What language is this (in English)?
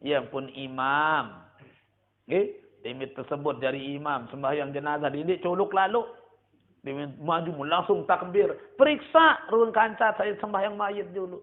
Sasak